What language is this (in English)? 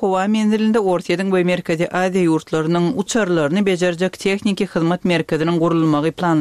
Turkmen